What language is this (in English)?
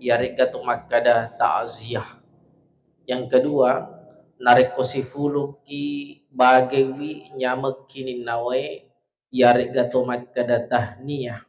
Buginese